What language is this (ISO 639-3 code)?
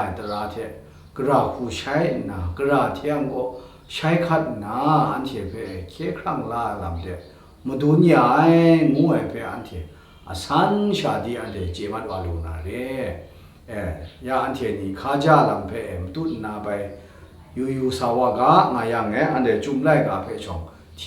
kac